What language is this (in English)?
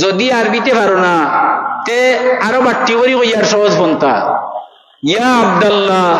Sylheti